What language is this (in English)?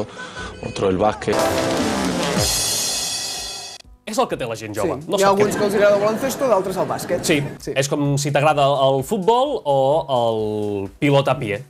Catalan